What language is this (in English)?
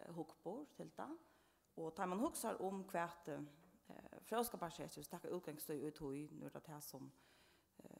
Faroese